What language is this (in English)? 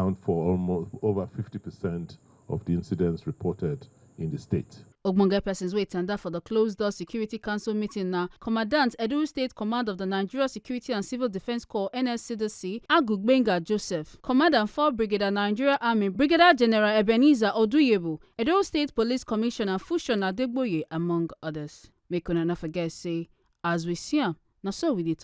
Nigerian Pidgin